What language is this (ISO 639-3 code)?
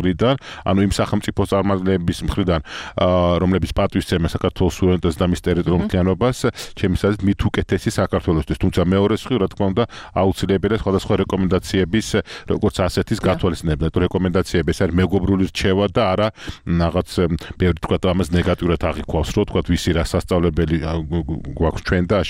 kat